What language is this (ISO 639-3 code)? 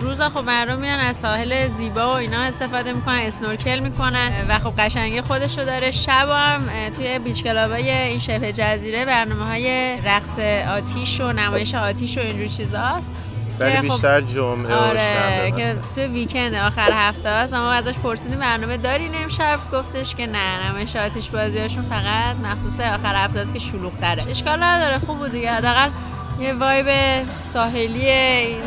fas